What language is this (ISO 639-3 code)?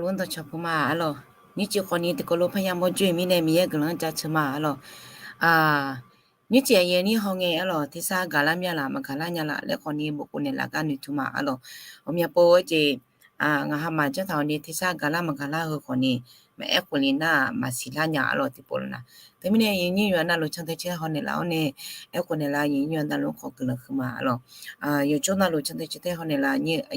ahk